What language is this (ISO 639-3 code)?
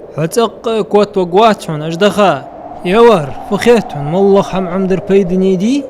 inh